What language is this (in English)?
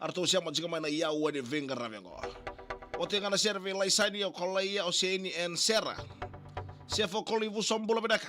Fijian